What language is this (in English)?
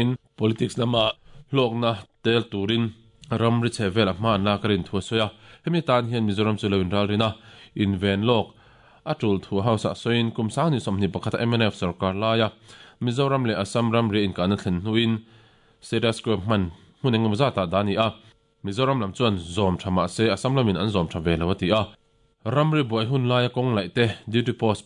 Mizo